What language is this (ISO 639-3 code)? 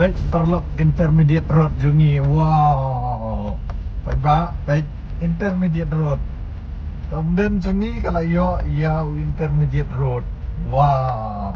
kha